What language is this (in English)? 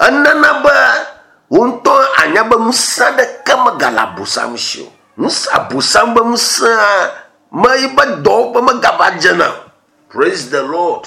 Ewe